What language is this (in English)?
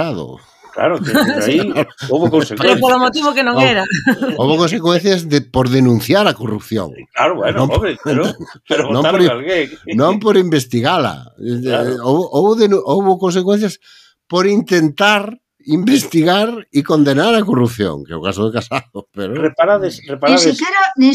Galician